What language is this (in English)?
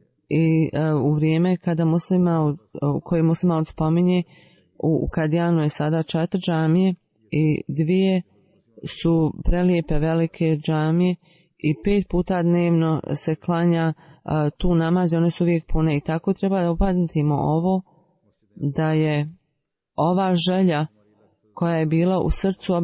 Bosnian